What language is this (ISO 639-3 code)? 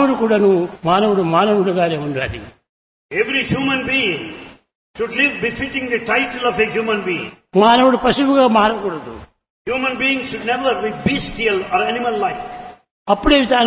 tel